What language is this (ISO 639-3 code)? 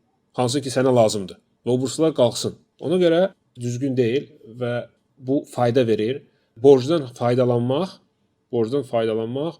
aze